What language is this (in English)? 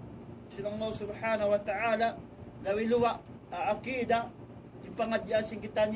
Tausug